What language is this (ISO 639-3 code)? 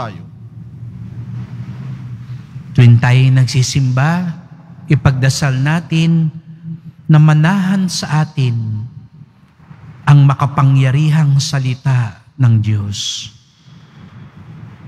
fil